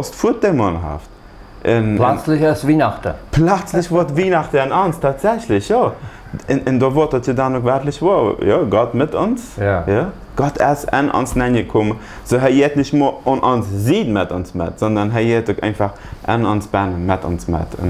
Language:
Plautdietsch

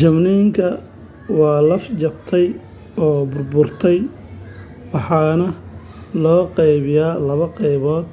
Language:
Somali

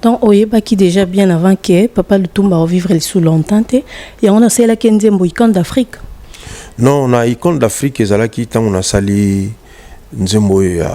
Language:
Lingala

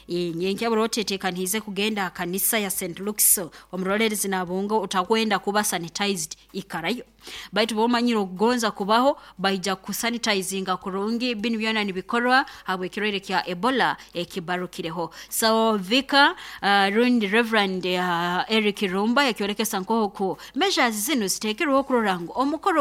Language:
Nyoro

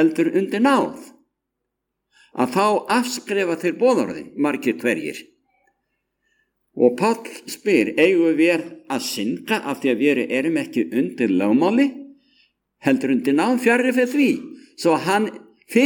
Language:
Icelandic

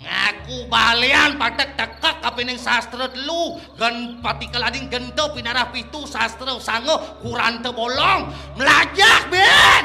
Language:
Balinese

